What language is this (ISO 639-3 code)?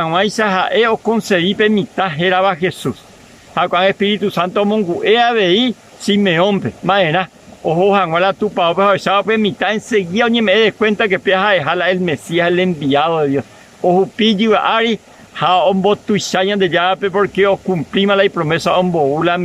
grn